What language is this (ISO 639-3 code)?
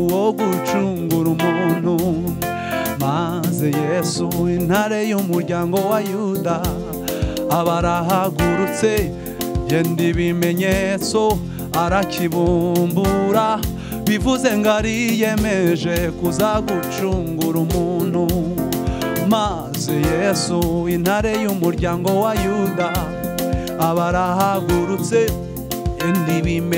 kin